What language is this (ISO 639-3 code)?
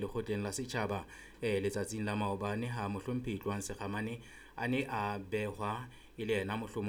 sot